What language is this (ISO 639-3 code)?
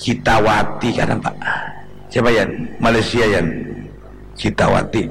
bjn